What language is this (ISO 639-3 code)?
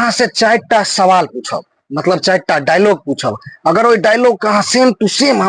mai